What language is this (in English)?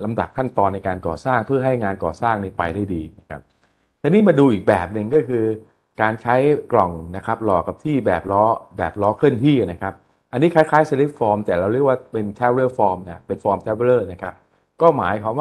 Thai